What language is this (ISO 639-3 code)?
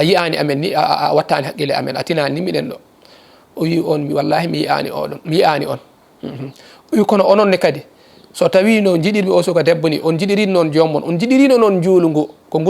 ful